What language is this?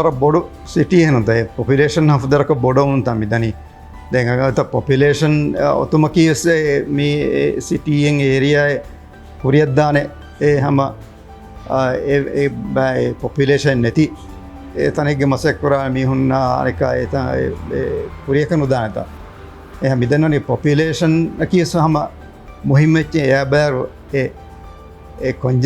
Divehi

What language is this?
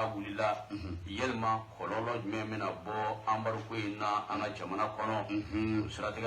Bambara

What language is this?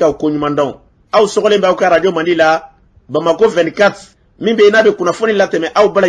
Bambara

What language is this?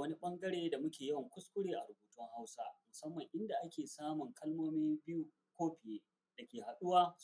Hausa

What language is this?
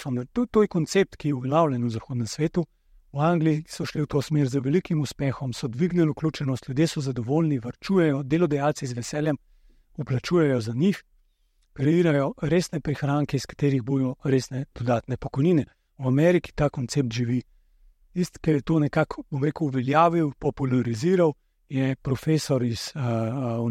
Slovenian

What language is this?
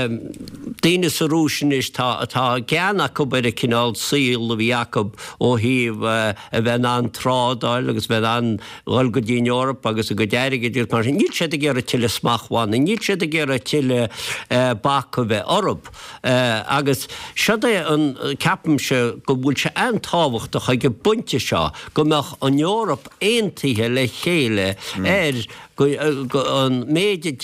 Irish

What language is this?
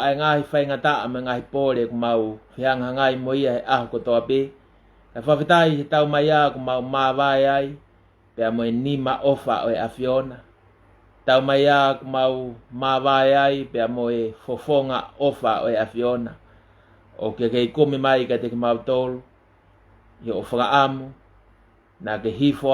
Tongan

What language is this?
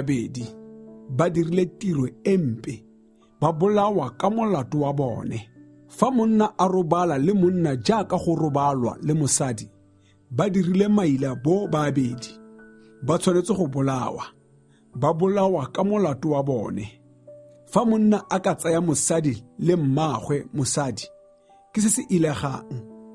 Tswana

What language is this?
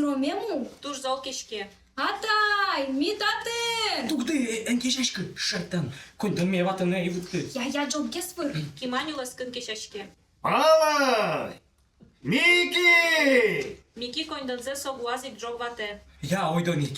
Udmurt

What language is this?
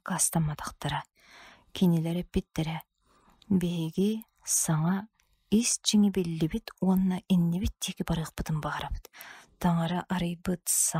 Yakut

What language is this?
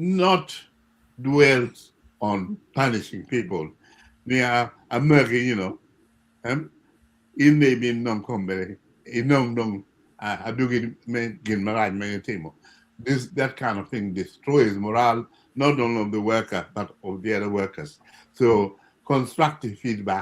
Acoli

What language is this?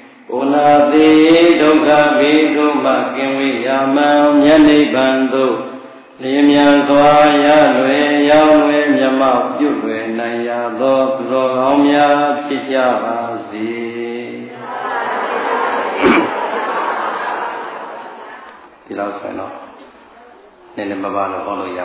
Burmese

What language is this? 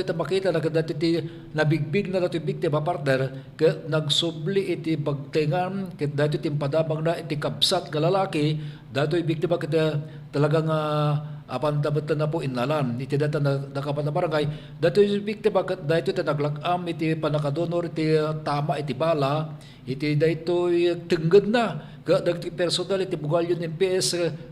Iloko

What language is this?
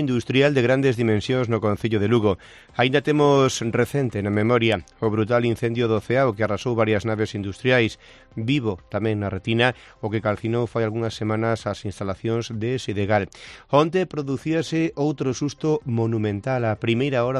Galician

